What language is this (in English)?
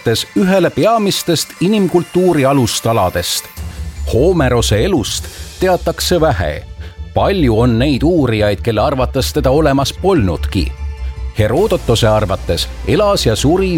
Estonian